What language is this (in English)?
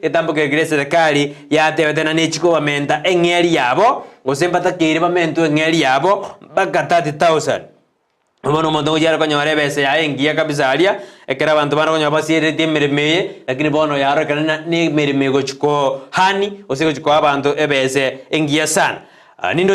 Gusii